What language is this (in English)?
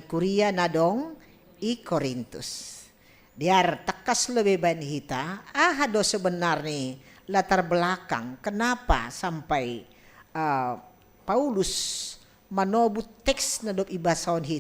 Batak Simalungun